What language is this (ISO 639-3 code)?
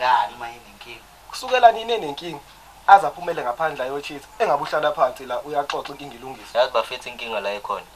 zul